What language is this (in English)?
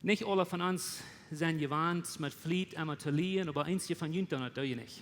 Plautdietsch